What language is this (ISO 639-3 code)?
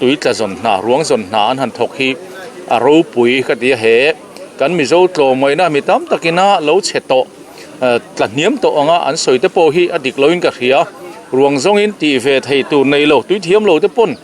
lus